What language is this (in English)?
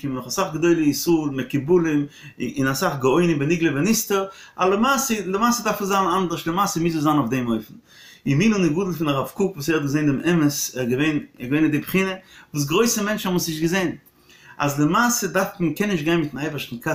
Yiddish